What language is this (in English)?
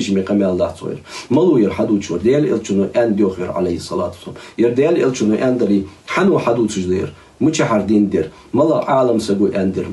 Ingush